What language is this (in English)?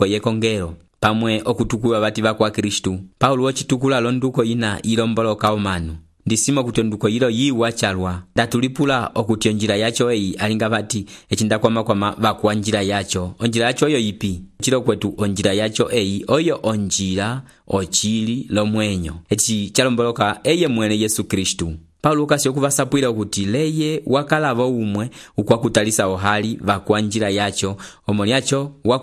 Umbundu